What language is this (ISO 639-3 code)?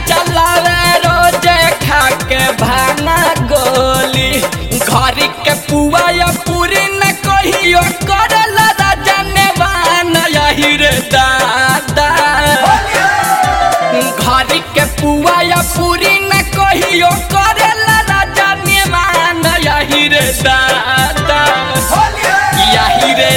bho